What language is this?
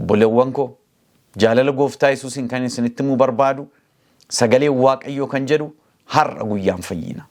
Oromo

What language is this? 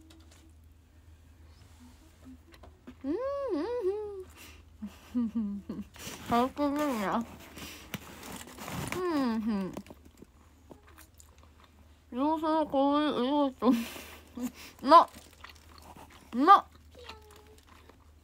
Japanese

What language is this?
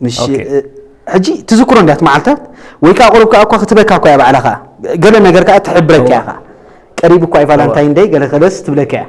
Tigrinya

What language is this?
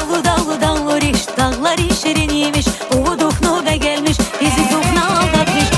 Tabassaran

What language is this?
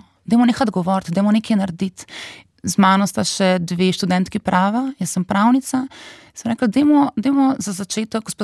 Slovenian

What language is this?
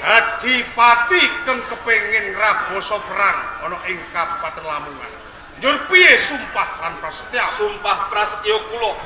Javanese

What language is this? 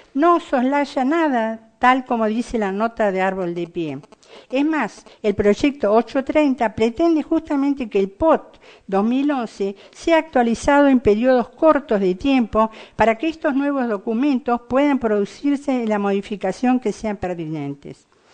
Spanish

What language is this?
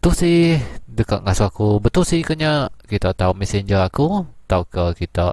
Iban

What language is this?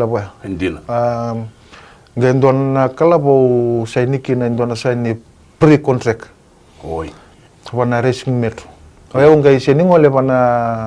Fijian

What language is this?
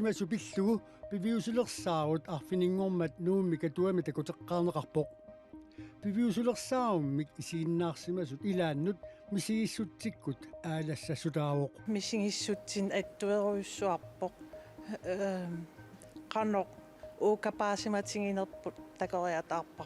Kalaallisut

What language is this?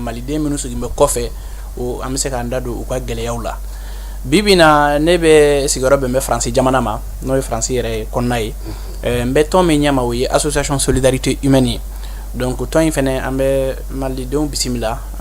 Bambara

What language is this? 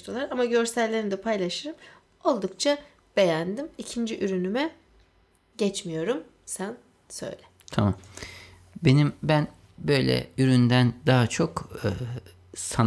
Turkish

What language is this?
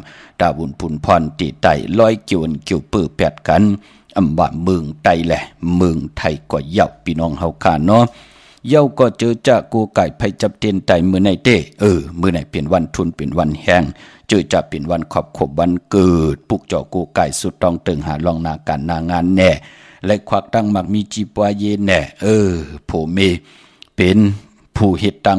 Shan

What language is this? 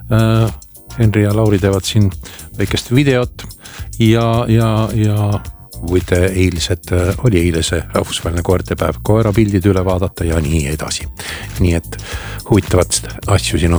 Estonian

